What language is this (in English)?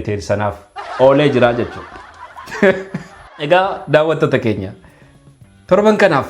Oromo